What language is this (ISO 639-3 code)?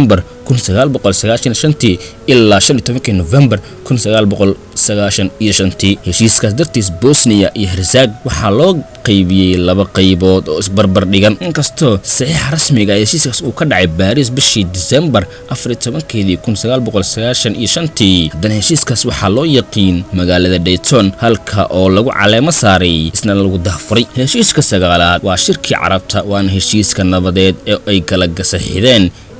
som